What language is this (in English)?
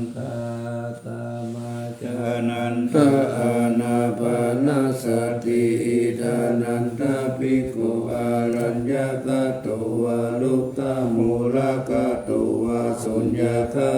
Pali